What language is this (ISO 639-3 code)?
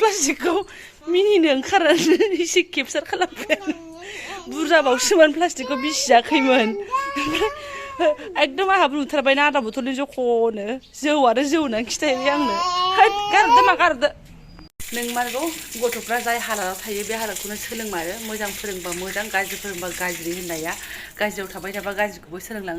brx